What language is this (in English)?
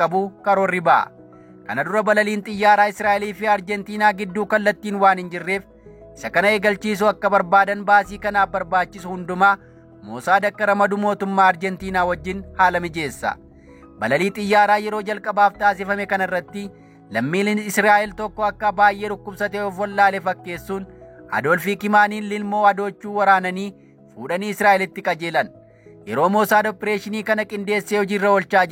Oromo